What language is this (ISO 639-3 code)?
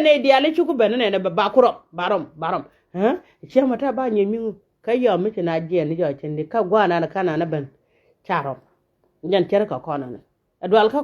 nus